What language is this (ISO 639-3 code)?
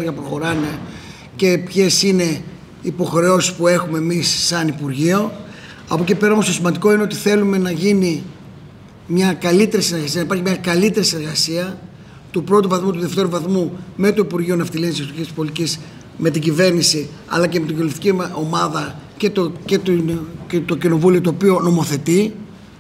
ell